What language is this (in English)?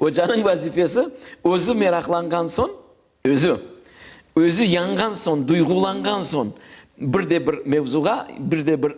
Crimean Tatar